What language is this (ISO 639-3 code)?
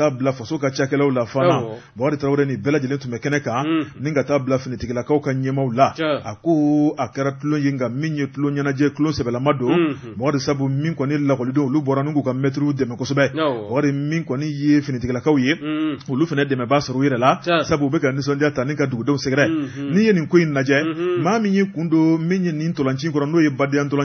bam